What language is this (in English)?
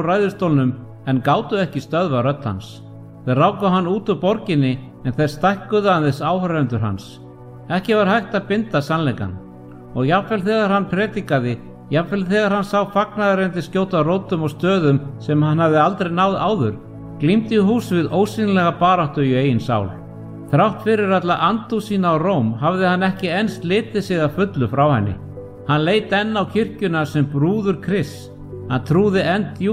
Icelandic